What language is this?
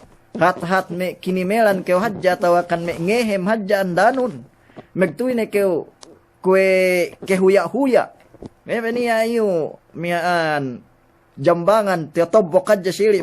Yakan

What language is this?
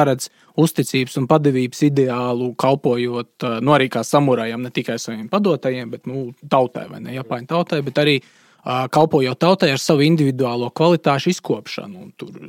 Latvian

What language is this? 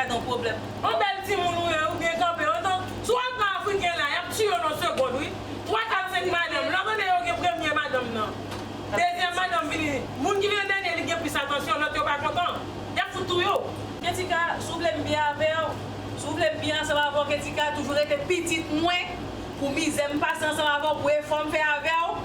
Haitian Creole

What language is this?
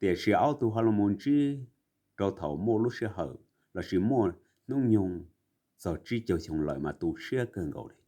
Hmong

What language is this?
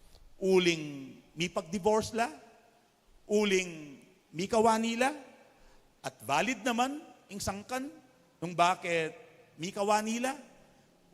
Pampanga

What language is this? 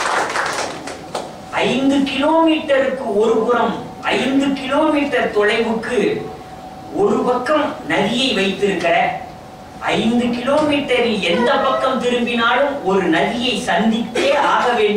Tamil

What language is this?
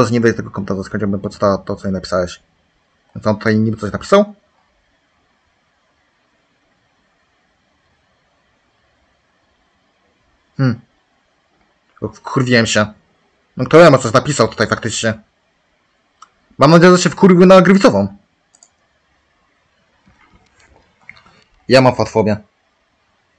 Polish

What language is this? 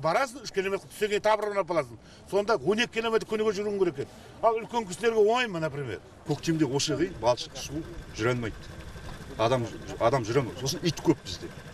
Kazakh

